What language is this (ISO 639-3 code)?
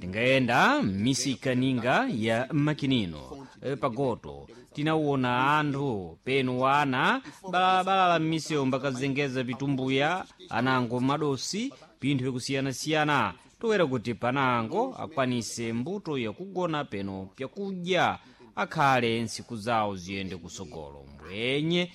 seh